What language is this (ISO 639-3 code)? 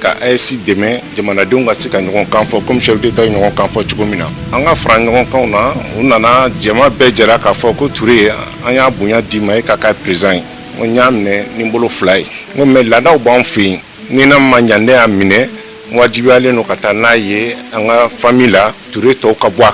bam